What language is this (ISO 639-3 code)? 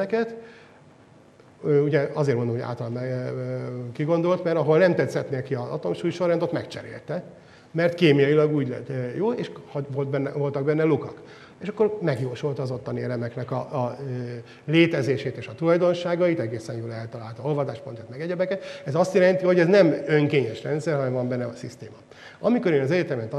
hun